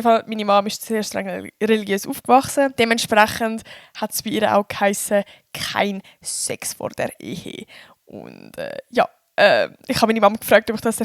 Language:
Swiss German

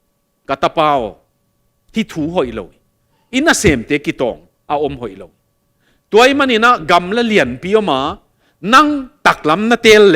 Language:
Tedim Chin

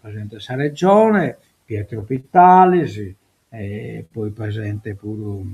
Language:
Sardinian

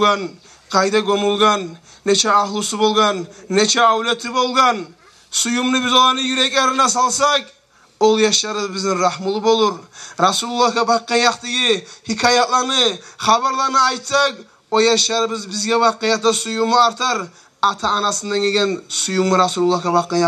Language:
Kumyk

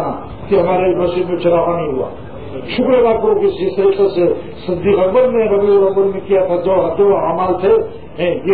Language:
Urdu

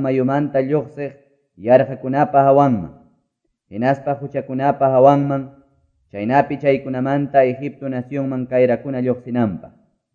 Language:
Quechua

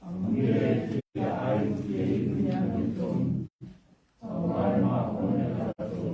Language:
Samoan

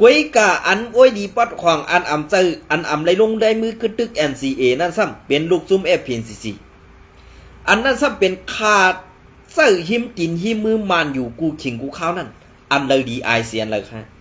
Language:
Shan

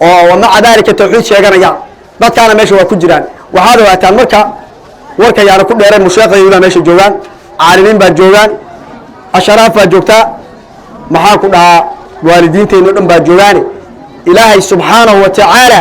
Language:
Somali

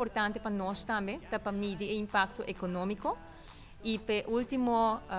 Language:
Papiamento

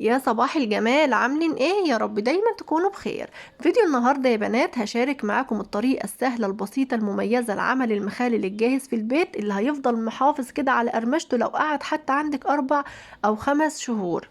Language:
Egyptian Arabic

